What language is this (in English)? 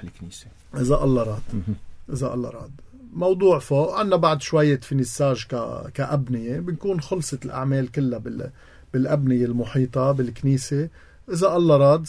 North Levantine Arabic